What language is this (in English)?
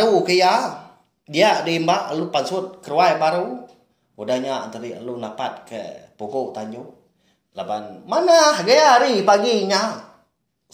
Iban